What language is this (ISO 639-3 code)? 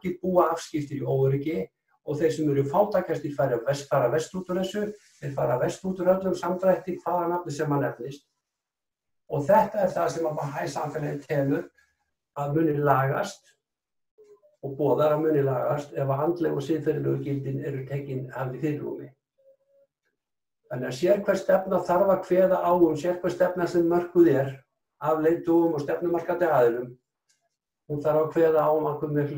isl